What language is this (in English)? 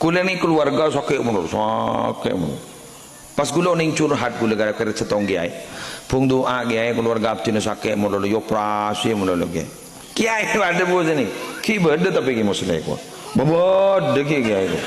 Madurese